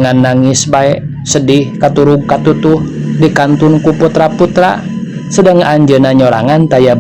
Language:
Sundanese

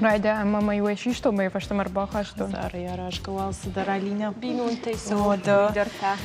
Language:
Ossetic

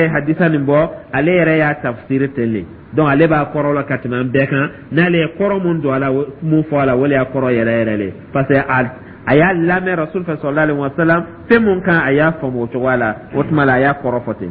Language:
Dyula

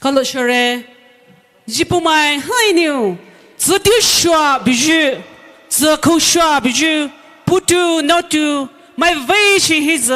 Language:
Poumei Naga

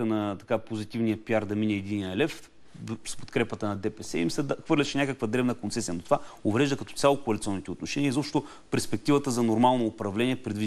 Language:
Bulgarian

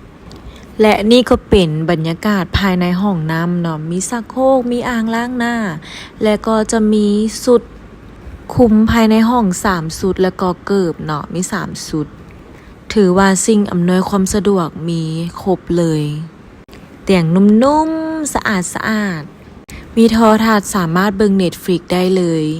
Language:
Lao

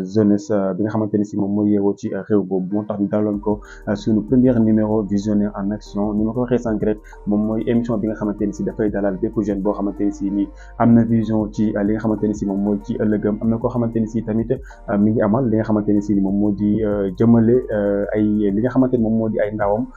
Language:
Wolof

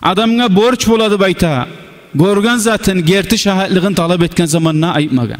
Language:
Kumyk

